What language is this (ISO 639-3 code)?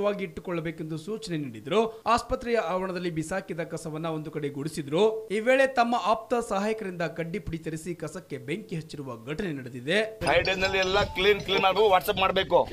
kan